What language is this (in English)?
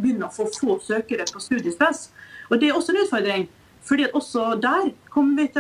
Norwegian